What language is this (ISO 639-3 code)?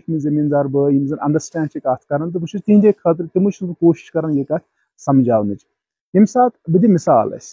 kas